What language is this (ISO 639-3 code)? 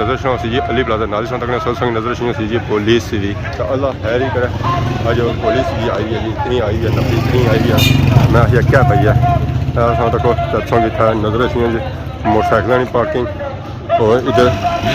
phr